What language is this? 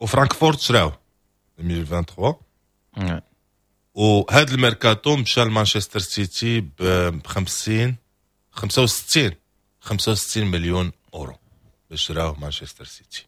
Moroccan Arabic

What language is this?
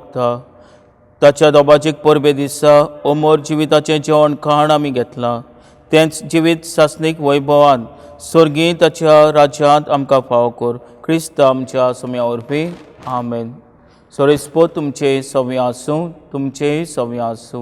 Konkani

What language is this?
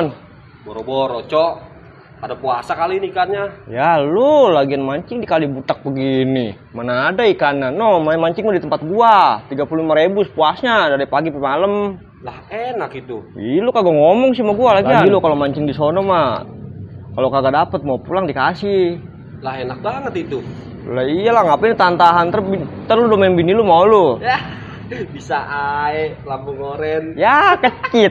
Betawi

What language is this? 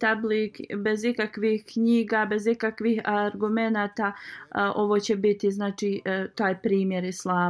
Bosnian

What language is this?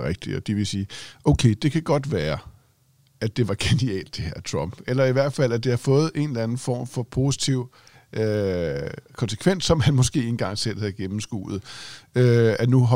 Danish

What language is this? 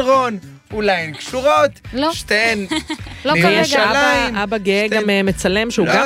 Hebrew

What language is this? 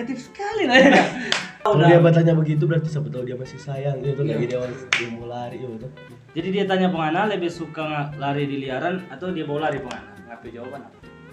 Manado Malay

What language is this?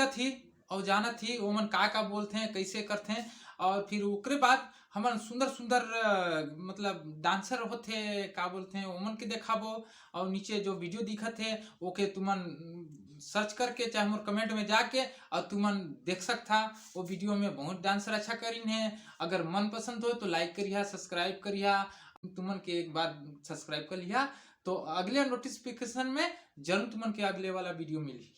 Chhattisgarhi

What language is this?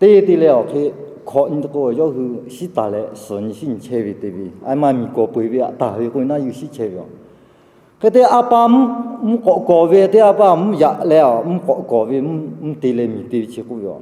Lahu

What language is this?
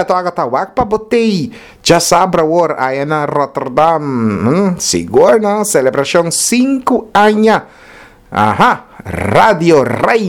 Papiamento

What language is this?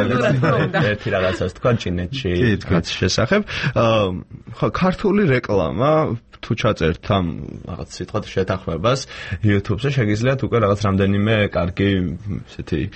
Georgian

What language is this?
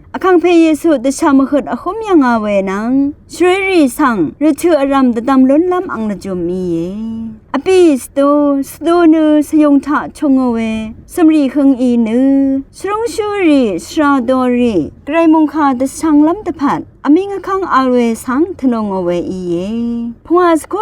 Rawang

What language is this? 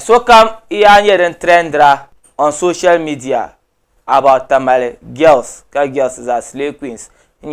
Dagbani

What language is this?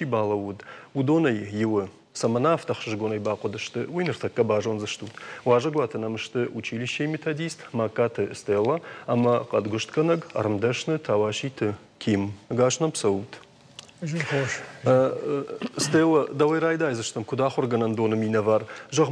Ossetic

